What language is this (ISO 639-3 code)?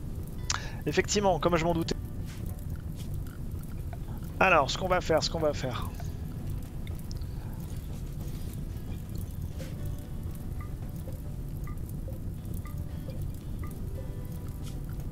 fra